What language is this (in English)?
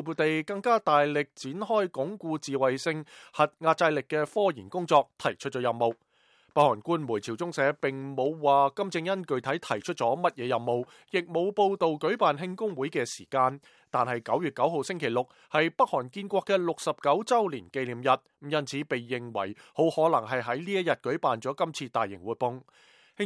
Cantonese